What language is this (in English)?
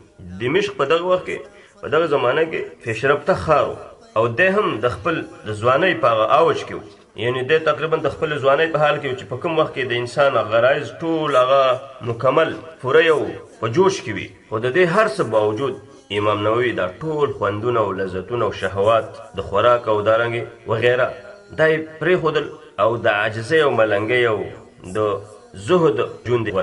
Pashto